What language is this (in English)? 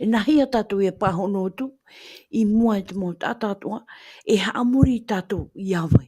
Tahitian